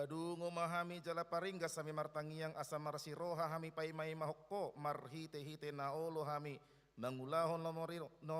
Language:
Batak Toba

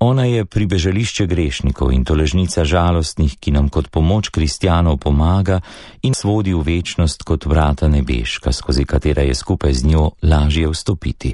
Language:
Slovenian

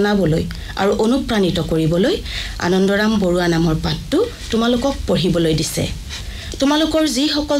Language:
Assamese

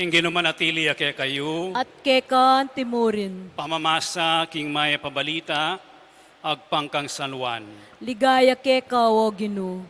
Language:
Pampanga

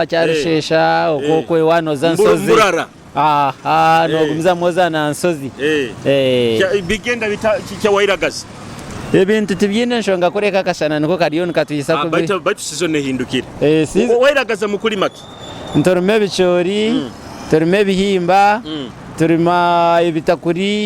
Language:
Nyoro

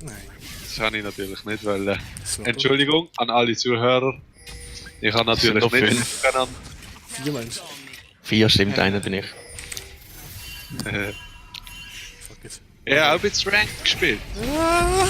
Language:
Swiss German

